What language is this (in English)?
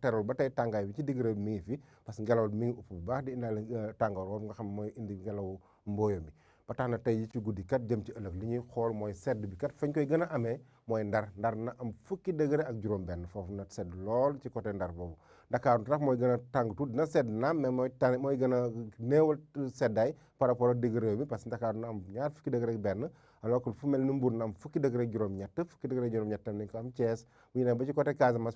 Wolof